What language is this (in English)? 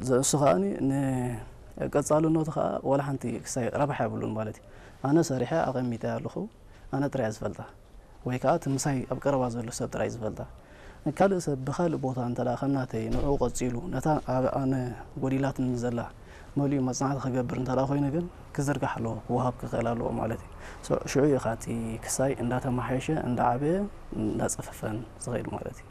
Tigrinya